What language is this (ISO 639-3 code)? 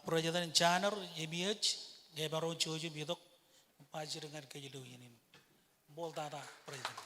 mah